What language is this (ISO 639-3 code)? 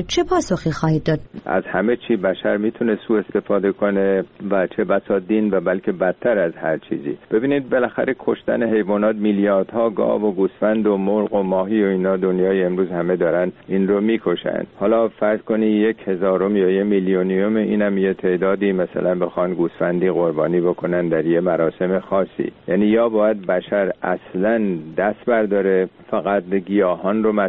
fas